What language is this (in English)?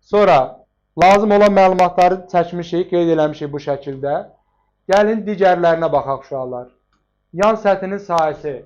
Azerbaijani